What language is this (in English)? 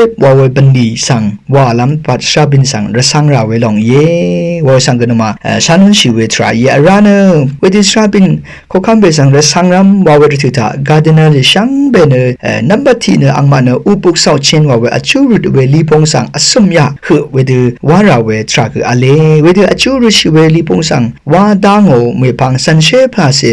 Rawang